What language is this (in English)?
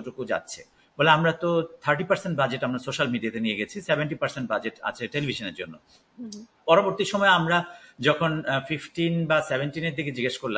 Bangla